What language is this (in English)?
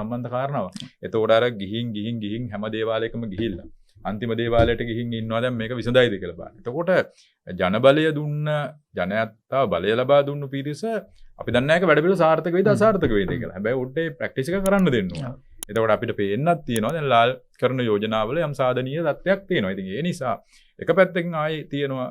Sinhala